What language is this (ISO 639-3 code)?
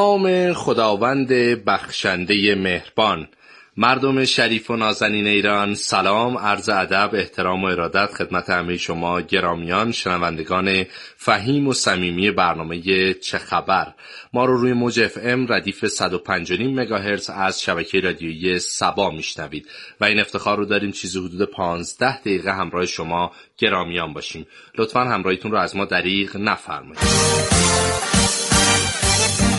fas